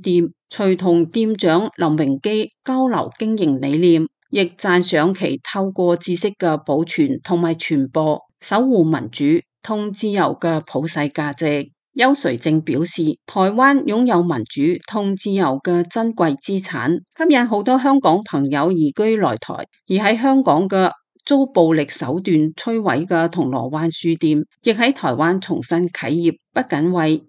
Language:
Cantonese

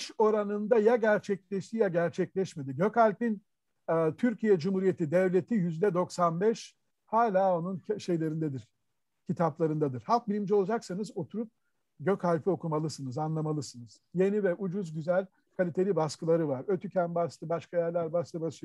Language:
Turkish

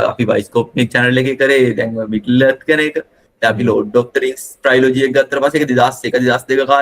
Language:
Sinhala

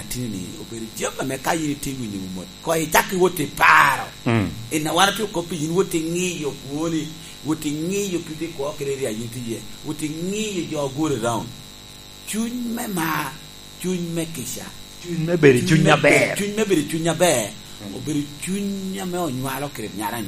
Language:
Lango (Uganda)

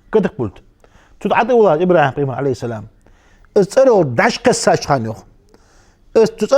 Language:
Ingush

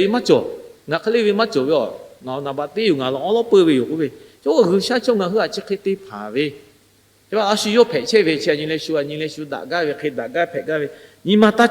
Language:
Lahu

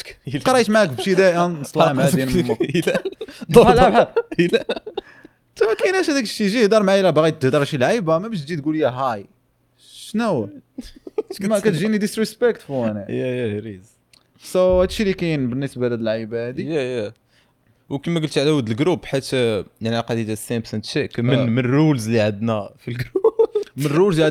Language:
Moroccan Arabic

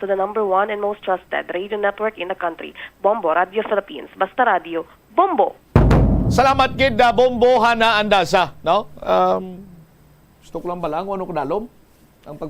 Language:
Hiligaynon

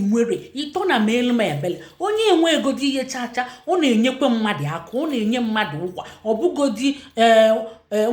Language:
Igbo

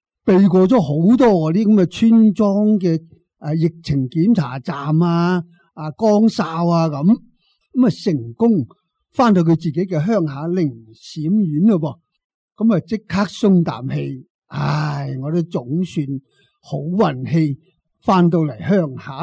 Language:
Cantonese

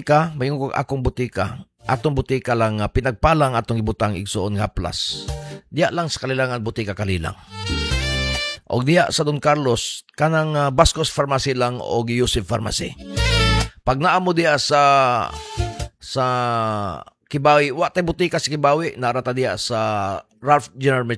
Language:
Cebuano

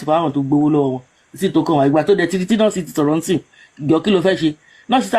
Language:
Yoruba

